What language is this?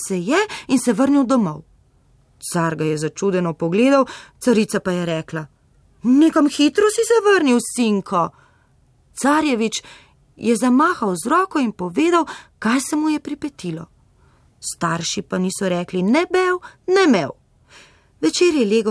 Slovenian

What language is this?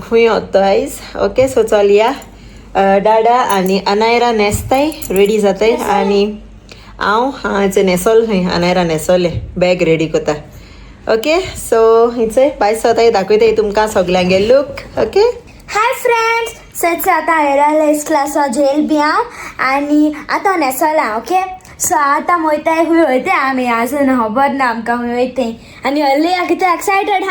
Konkani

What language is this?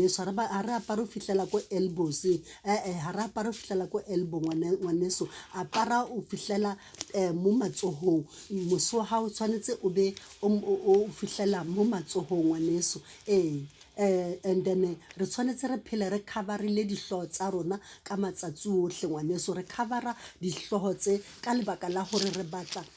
Southern Sotho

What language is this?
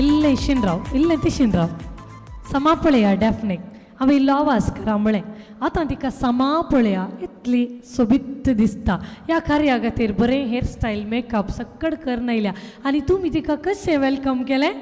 Konkani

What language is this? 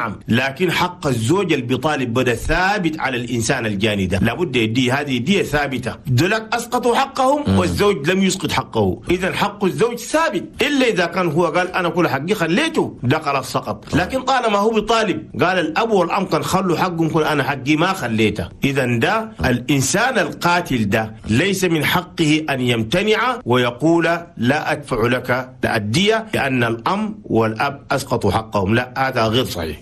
Chadian Arabic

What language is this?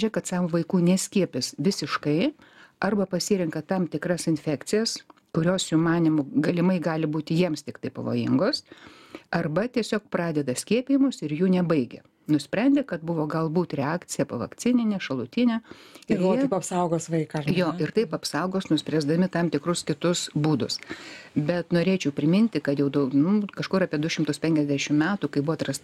Lithuanian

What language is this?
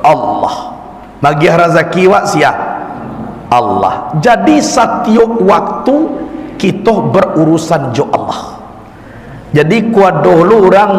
Minangkabau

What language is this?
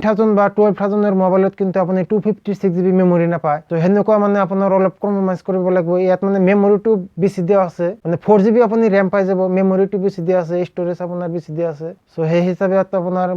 Assamese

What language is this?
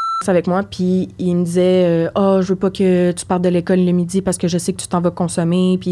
French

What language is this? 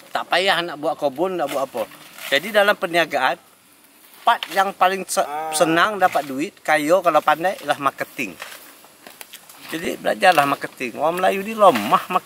Malay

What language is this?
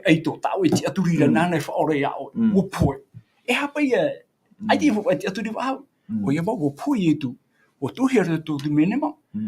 Tahitian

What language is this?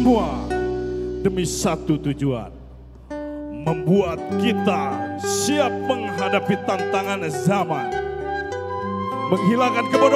Indonesian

